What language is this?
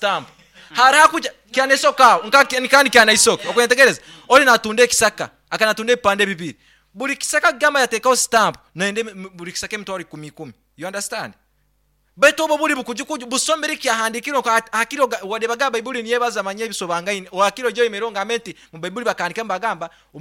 Nyankole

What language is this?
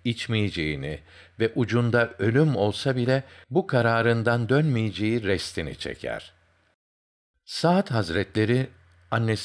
Turkish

